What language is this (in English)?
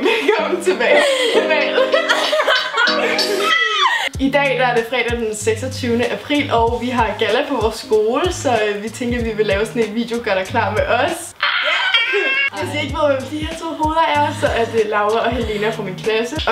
Danish